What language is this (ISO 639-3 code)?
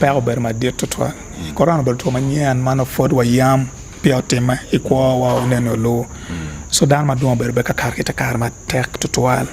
ach